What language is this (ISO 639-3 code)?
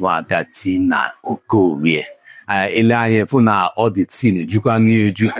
ibo